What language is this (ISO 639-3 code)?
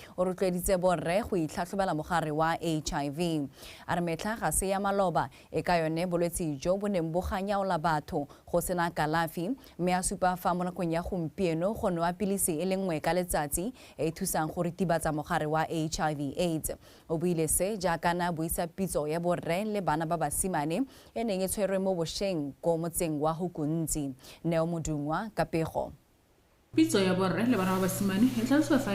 tsn